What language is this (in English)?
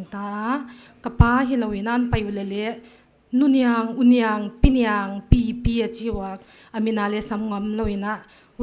Paite Chin